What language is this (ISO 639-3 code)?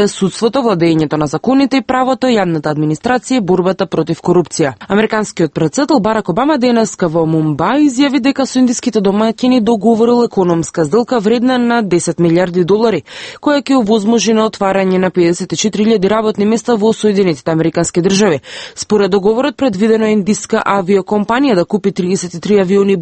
mkd